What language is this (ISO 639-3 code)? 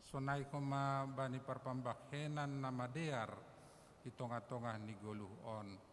bts